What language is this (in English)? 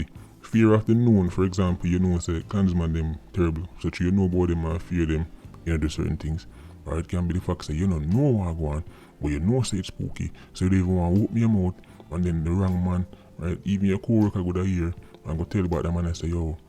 Jamaican Creole English